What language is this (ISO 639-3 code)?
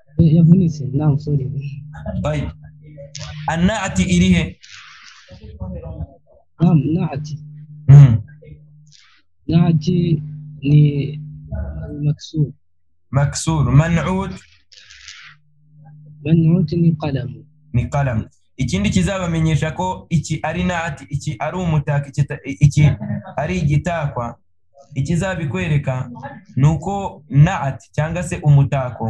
kin